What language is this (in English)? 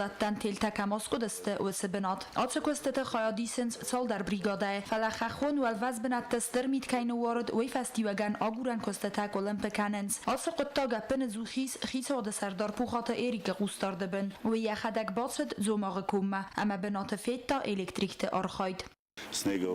Ossetic